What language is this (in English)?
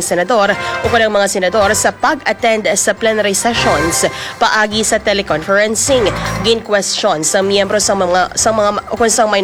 Hiligaynon